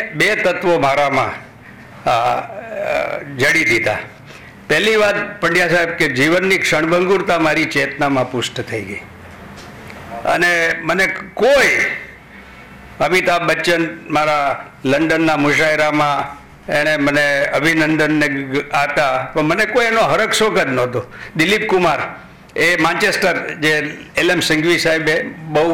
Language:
Gujarati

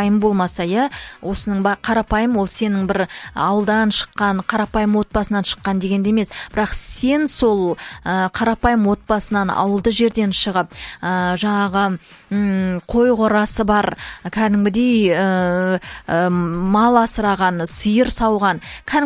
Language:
Kazakh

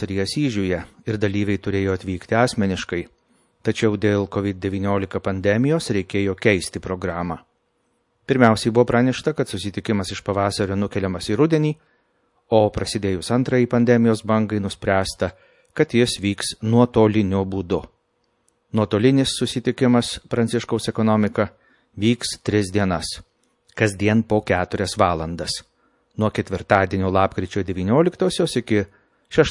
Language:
Lithuanian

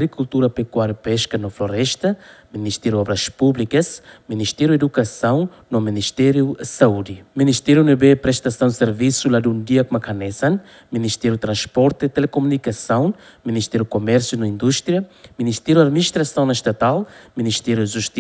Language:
Tetum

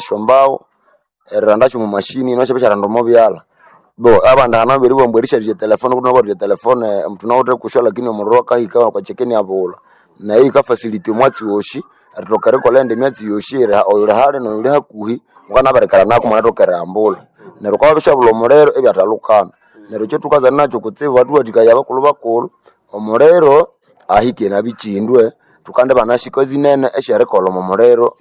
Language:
Nande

